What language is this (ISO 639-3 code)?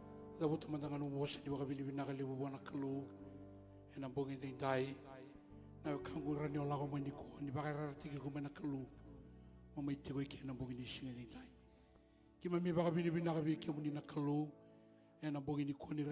fij